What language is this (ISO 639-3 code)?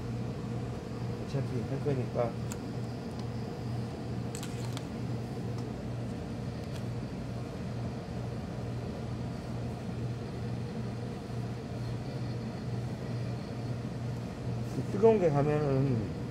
kor